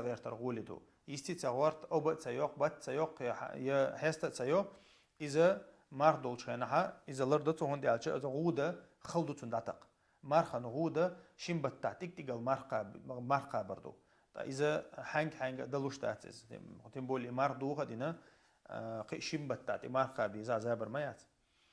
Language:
Chechen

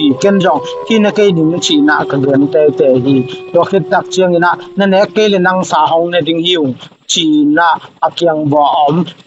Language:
Tedim Chin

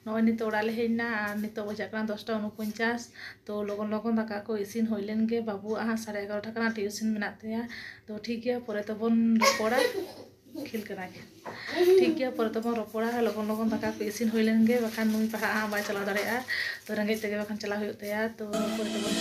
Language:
Santali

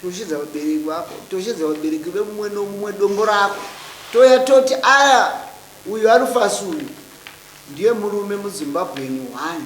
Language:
Shona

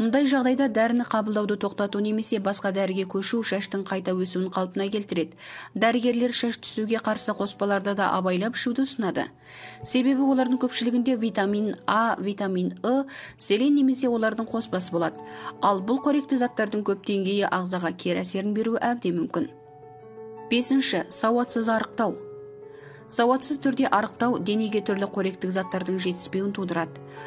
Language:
Kazakh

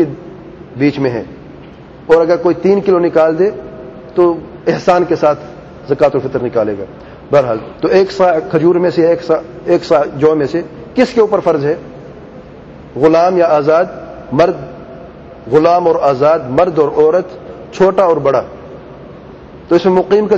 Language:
Urdu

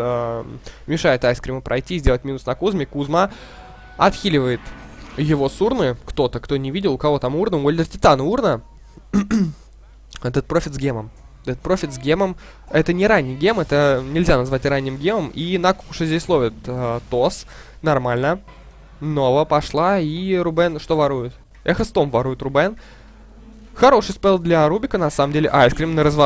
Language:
Russian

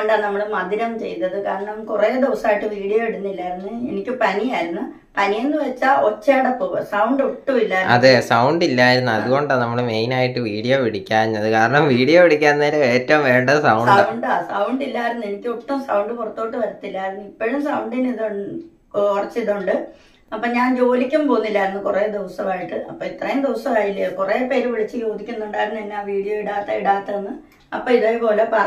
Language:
Malayalam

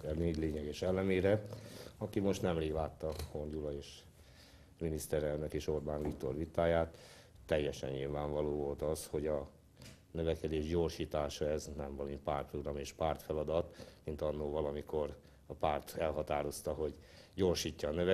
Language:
Hungarian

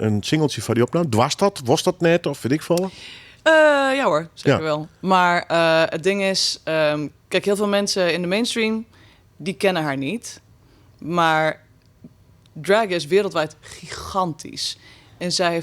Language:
Western Frisian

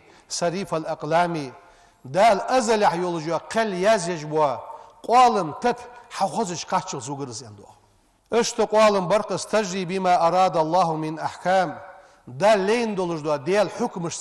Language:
Ingush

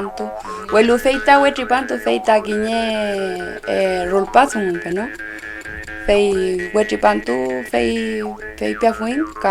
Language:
Mapuche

